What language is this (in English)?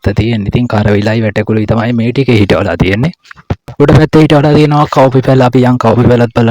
Sinhala